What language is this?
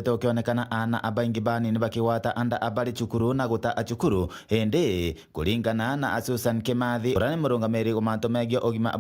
Meru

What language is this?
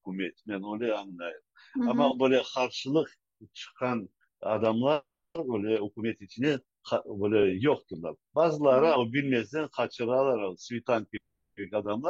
Crimean Tatar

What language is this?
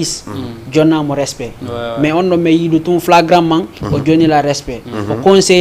Fula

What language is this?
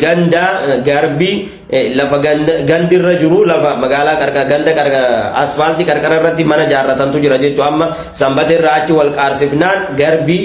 Oromo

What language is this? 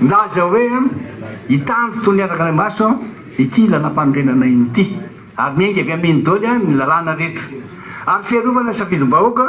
Malagasy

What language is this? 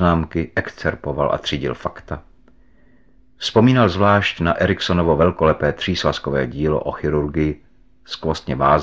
Czech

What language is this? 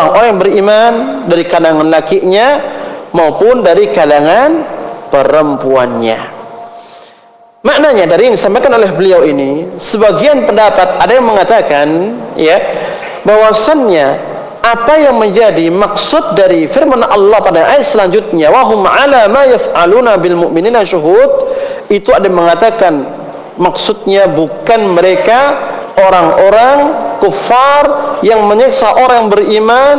Indonesian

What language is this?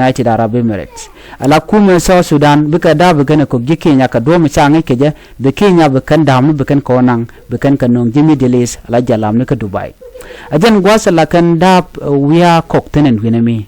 Nuer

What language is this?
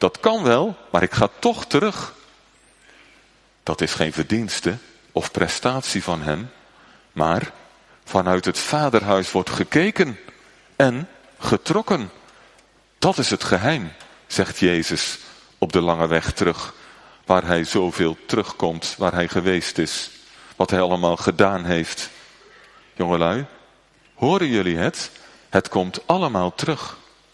Dutch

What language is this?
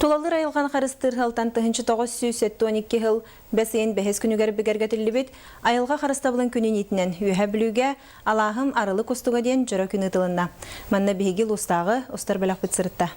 Yakut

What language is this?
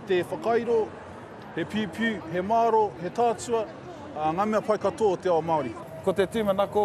Māori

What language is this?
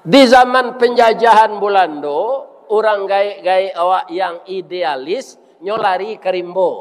Minangkabau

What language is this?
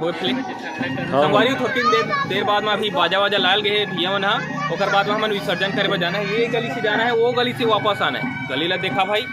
Chhattisgarhi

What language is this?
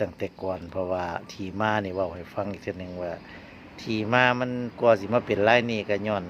Northeastern Thai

